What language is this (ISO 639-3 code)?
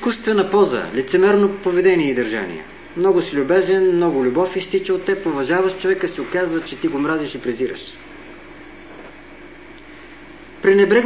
bul